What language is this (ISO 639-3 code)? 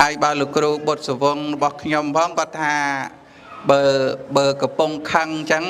khm